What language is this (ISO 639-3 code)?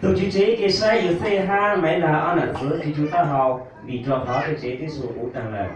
hmn